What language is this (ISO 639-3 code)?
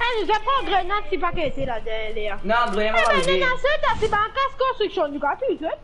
mfe